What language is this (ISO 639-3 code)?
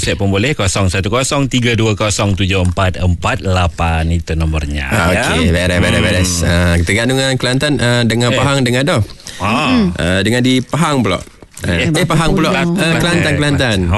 msa